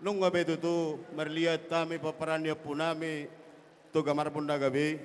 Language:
Batak Toba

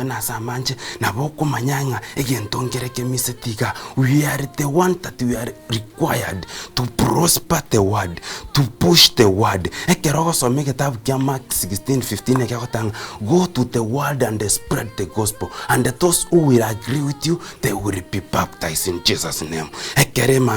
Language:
Gusii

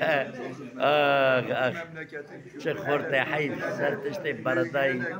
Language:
Kurdish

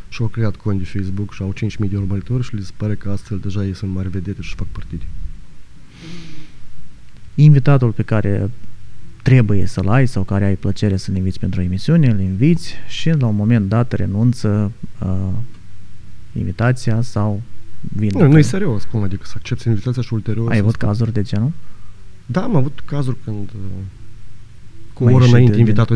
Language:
Romanian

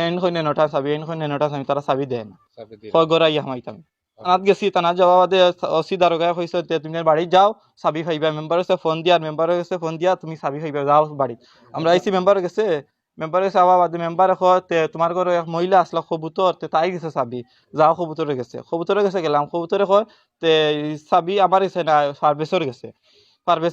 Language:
Sylheti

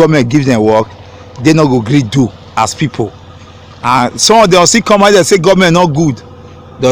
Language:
Nigerian Pidgin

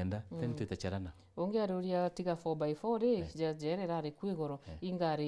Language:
Meru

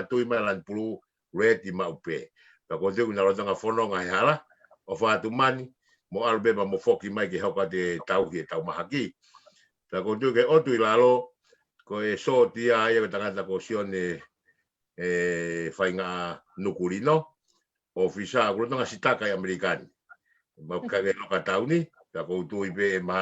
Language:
Tongan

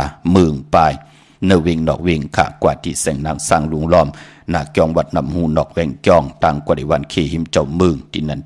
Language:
Shan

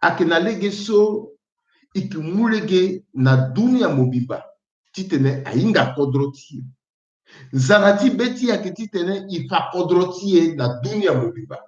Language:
Sango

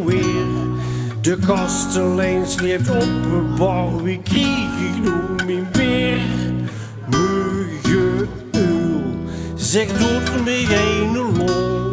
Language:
Limburgish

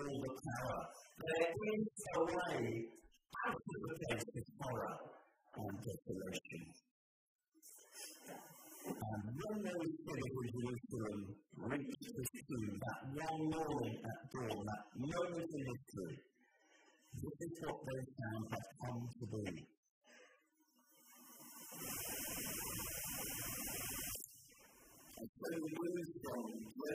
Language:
English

